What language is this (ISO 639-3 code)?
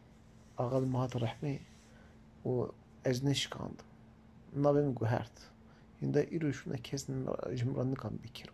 kur